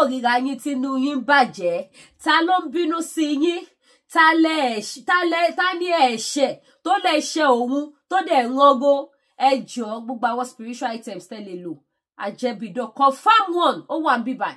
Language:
Yoruba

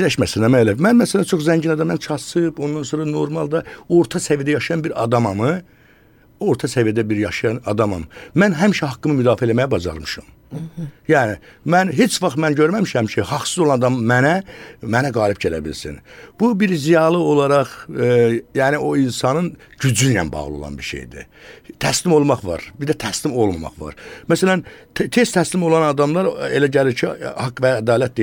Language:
Azerbaijani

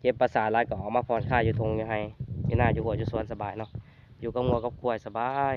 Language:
Lao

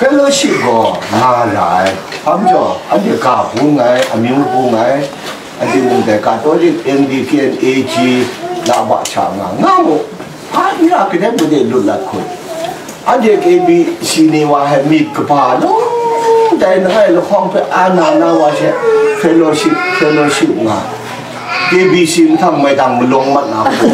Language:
Kachin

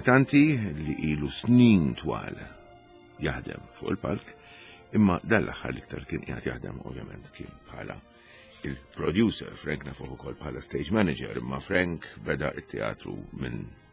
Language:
Maltese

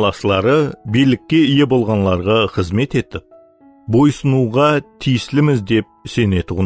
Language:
Kara-Kalpak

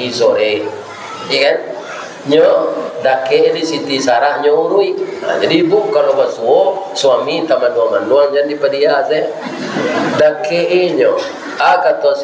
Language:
Minangkabau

